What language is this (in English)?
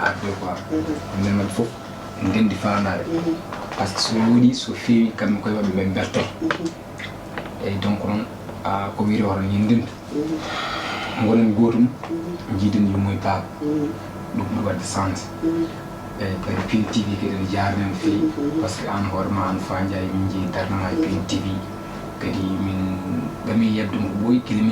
Fula